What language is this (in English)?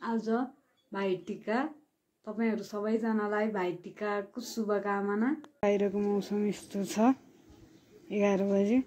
Nepali